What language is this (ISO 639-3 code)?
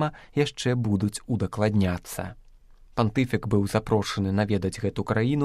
bel